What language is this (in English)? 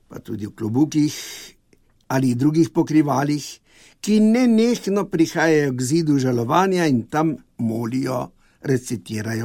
Slovenian